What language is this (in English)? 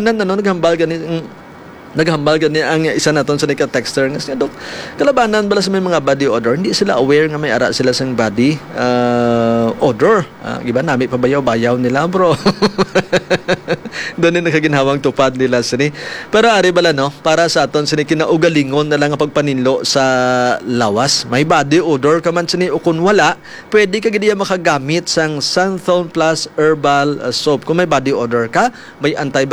Hiligaynon